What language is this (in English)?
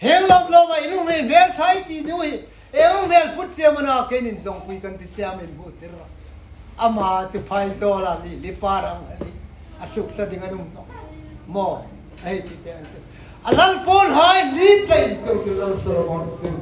Hmar